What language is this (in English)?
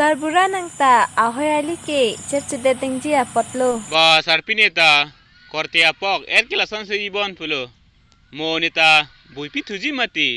Karbi